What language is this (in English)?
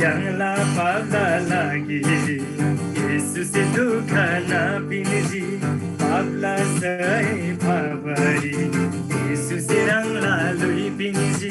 Eastern Tamang